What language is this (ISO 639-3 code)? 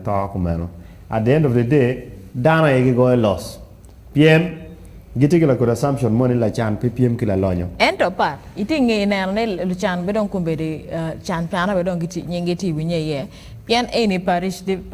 ach